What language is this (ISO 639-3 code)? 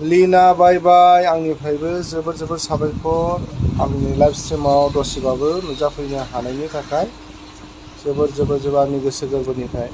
brx